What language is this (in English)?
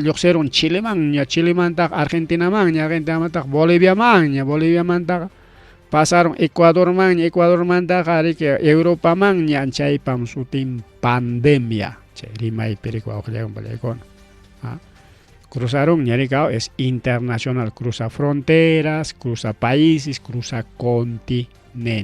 Ayacucho Quechua